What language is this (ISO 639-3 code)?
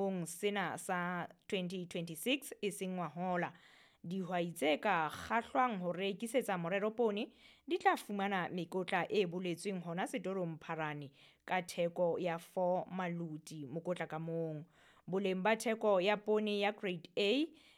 sot